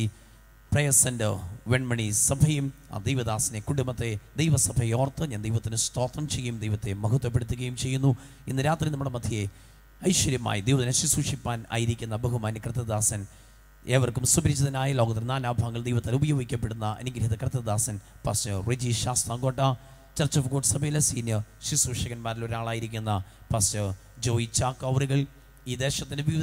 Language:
Malayalam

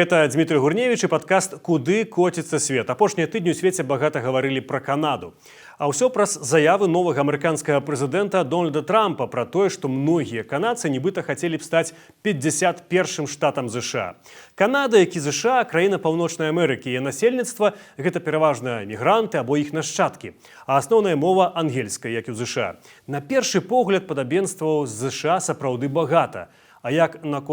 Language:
Belarusian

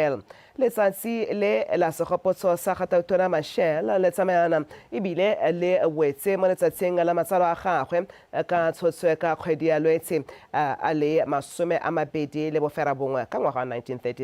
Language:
Tswana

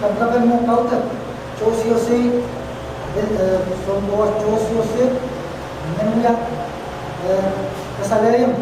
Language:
Pohnpeian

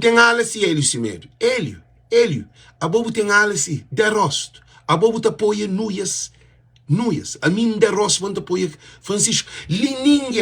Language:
Kabuverdianu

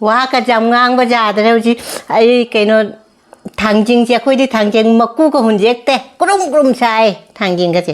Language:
Manipuri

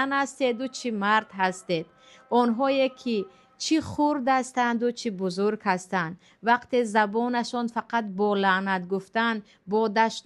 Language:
Tajik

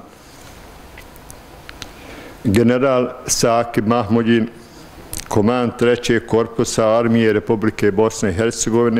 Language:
Bosnian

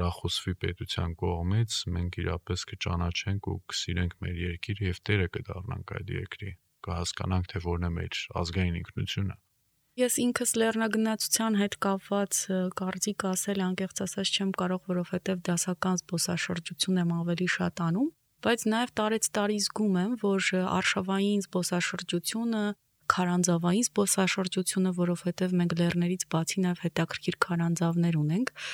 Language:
Armenian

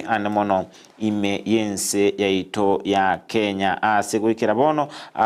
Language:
Gusii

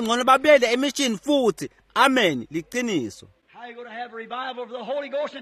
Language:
Swati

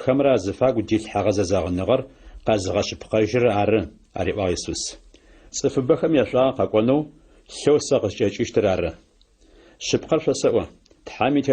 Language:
Adyghe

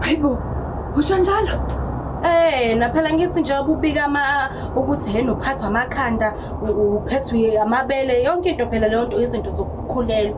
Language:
Zulu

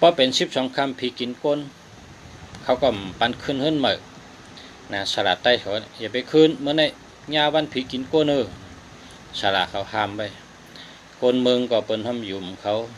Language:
Shan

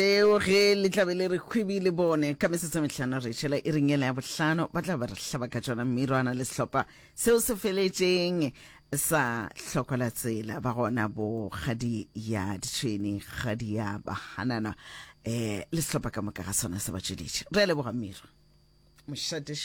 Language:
Northern Sotho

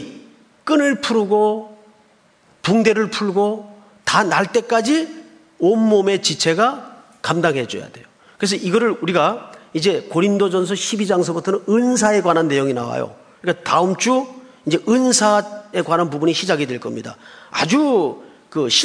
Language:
Korean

